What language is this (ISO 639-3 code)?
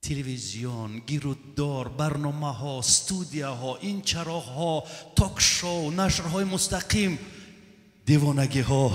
tgk